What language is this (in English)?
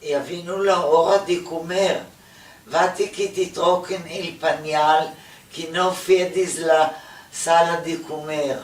Ladino